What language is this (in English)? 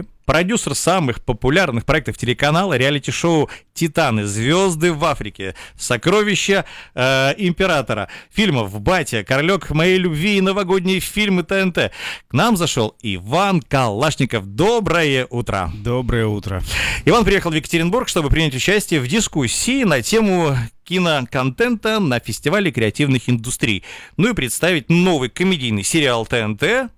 Russian